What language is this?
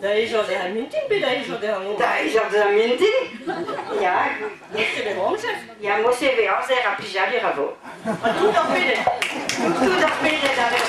Breton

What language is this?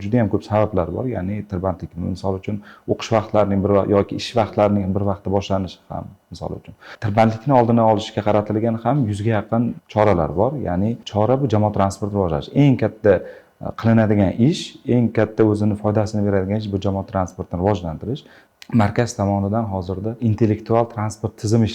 Uzbek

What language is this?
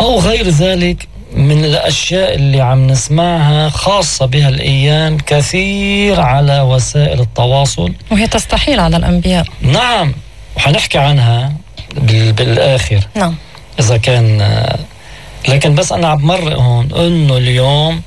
North Levantine Arabic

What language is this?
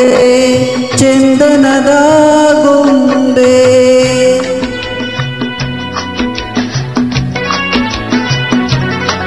Kannada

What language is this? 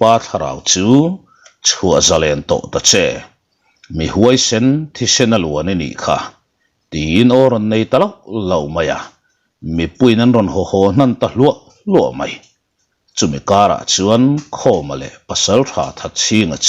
Mizo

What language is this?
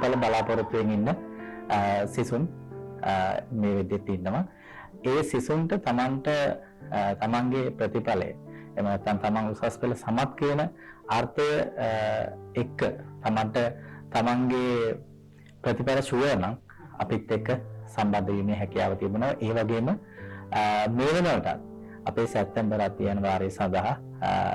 Sinhala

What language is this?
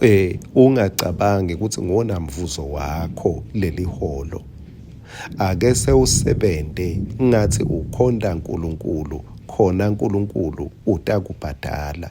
Swati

